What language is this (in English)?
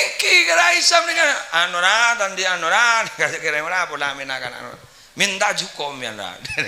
Madurese